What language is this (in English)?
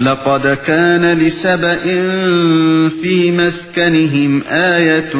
Uyghur